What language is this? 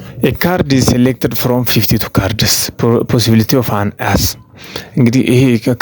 Amharic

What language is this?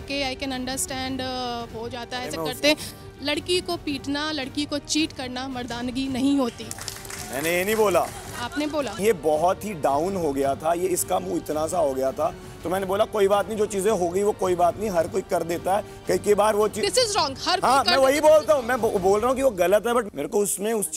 Hindi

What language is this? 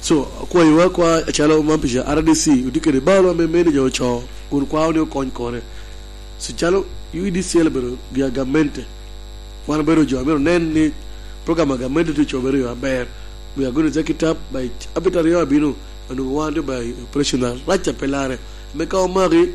Lango (Uganda)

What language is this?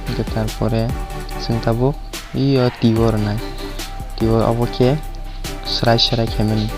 Kok Borok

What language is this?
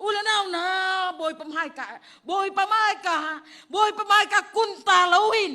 Hakha Chin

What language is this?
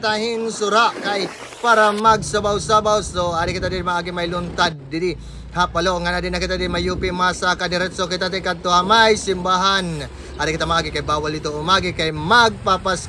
Waray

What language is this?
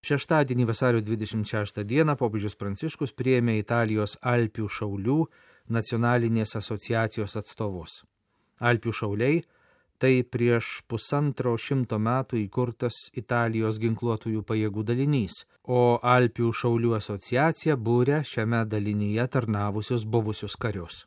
Lithuanian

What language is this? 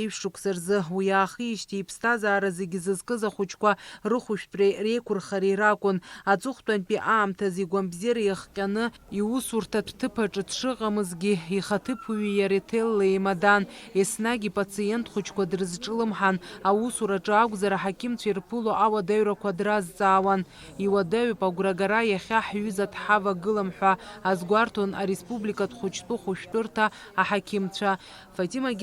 Abkhazian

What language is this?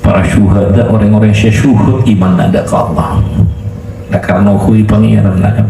Madurese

